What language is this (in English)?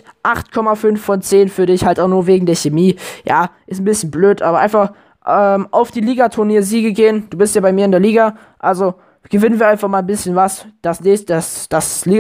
German